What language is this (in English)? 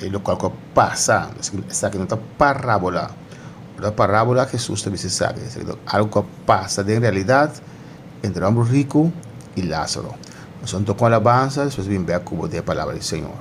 Papiamento